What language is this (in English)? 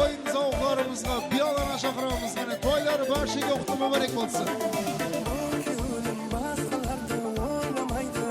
Kara-Kalpak